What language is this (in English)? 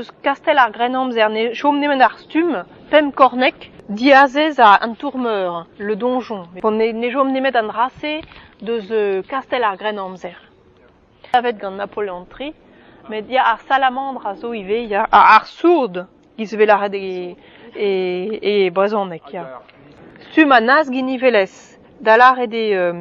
Breton